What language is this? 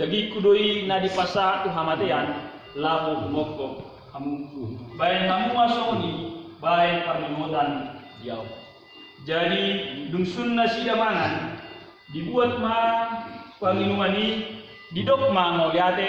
Batak Toba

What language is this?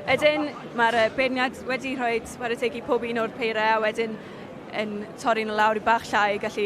Welsh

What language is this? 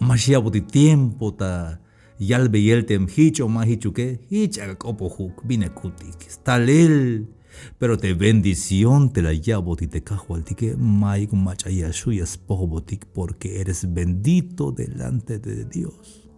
Tzeltal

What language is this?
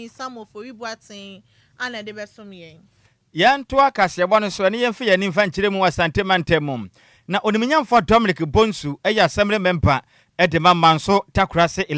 Akan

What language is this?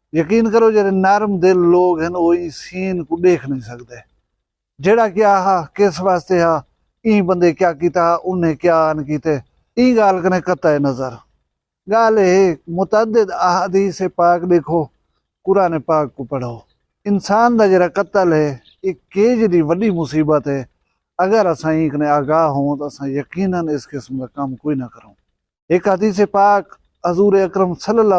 Saraiki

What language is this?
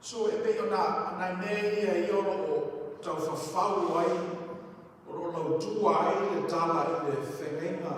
Samoan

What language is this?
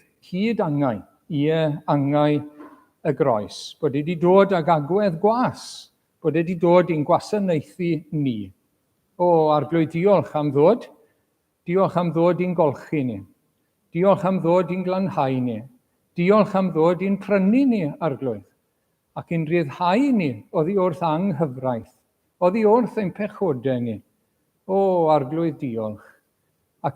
Welsh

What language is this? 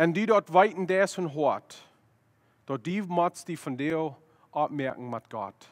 Plautdietsch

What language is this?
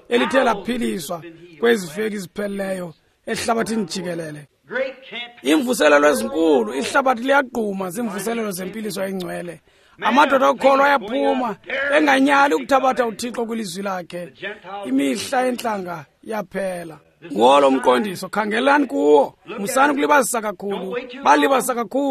Xhosa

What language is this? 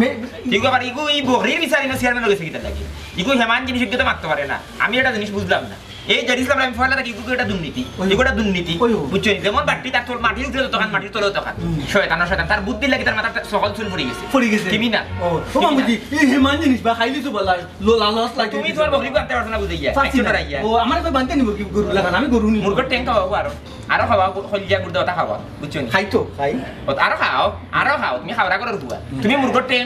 Sylheti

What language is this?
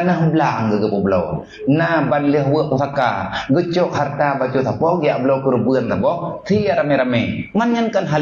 Achinese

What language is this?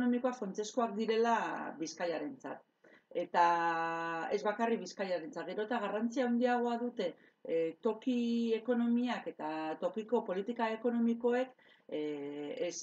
Basque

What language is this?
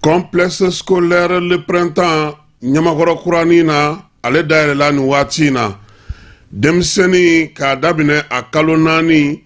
Bambara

